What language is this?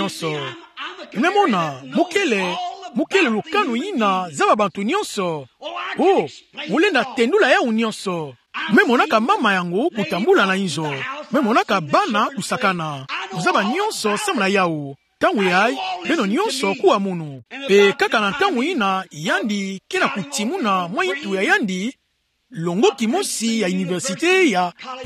Kituba (Democratic Republic of Congo)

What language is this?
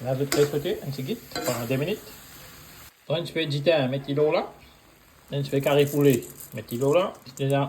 Morisyen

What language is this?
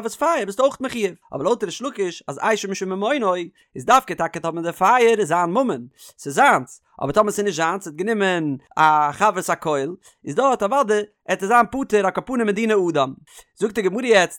Yiddish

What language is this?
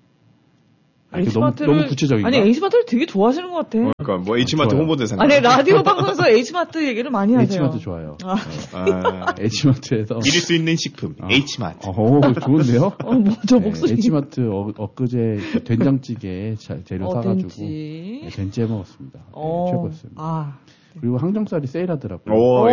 Korean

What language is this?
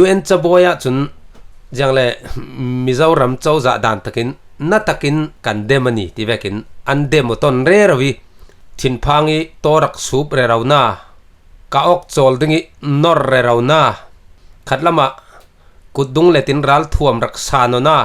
Falam Chin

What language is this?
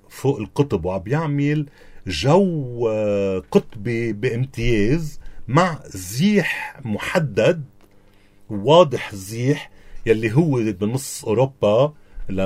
North Levantine Arabic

